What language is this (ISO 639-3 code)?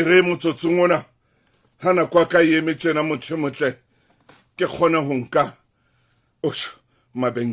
sot